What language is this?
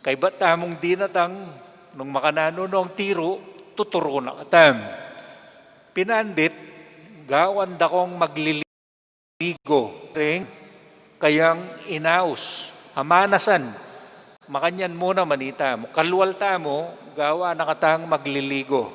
Pampanga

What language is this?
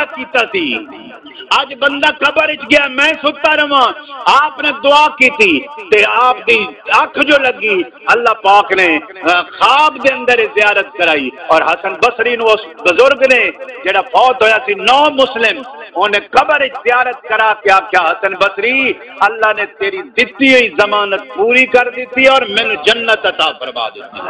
Saraiki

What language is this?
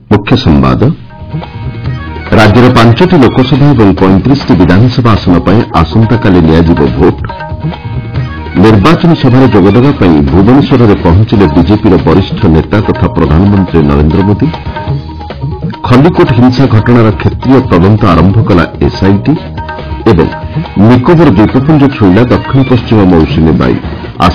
Odia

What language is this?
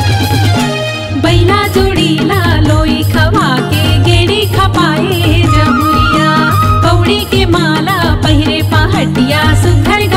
Chhattisgarhi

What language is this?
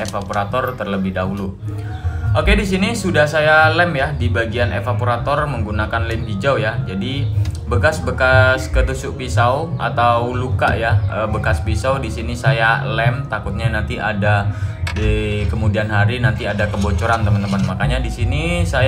Indonesian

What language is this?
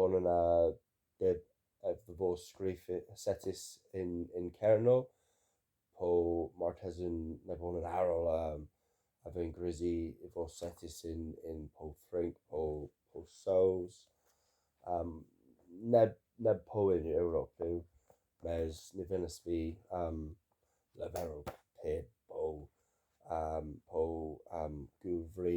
Cornish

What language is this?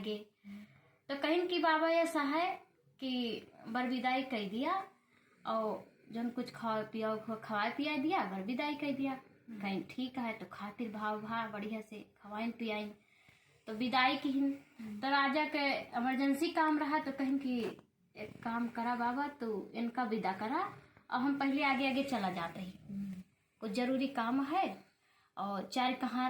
Awadhi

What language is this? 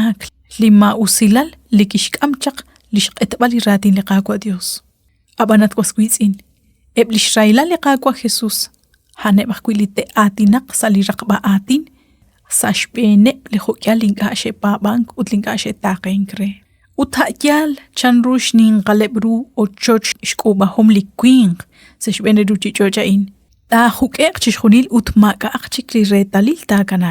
Kekchí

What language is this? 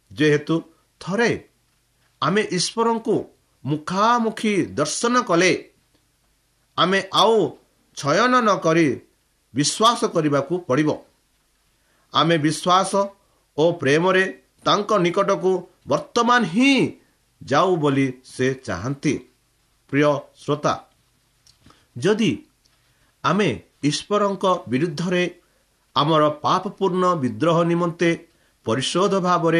Odia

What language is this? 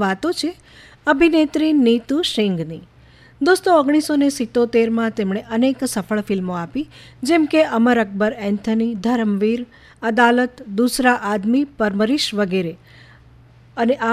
Gujarati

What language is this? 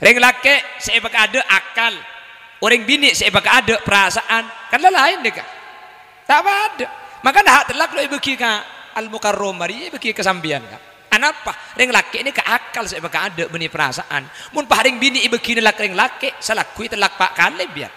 Madurese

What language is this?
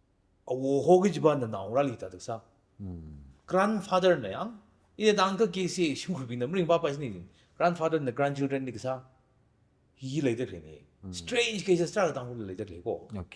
Tangkhul Naga (India)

